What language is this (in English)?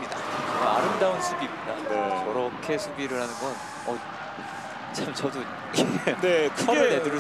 Korean